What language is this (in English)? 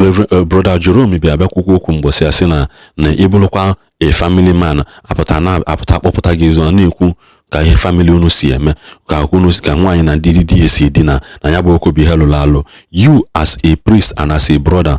Igbo